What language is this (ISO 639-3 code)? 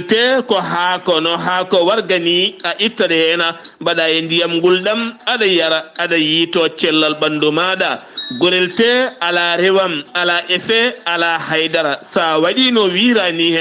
ful